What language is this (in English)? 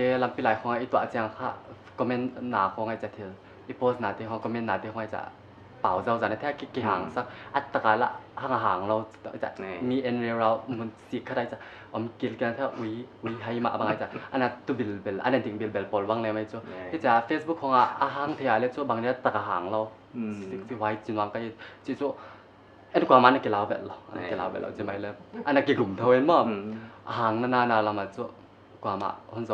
Paite Chin